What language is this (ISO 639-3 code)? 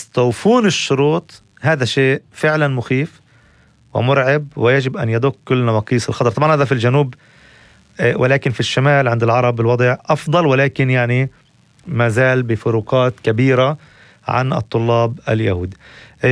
apc